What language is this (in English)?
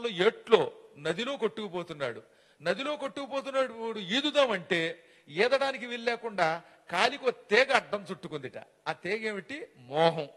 Telugu